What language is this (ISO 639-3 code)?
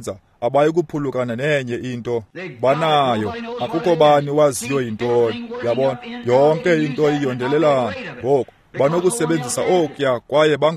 xho